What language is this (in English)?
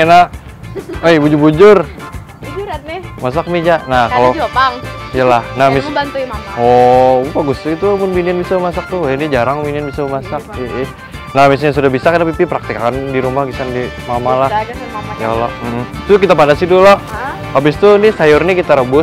Banjar